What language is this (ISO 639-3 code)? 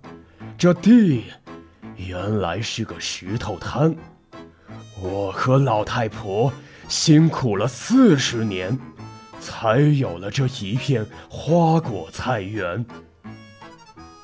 zho